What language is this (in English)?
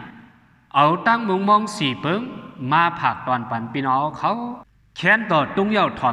Shan